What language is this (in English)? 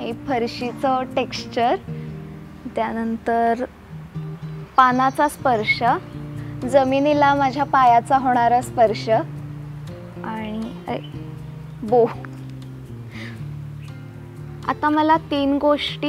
Marathi